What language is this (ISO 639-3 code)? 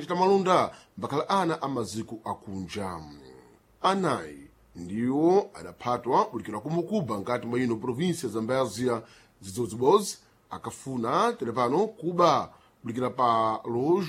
seh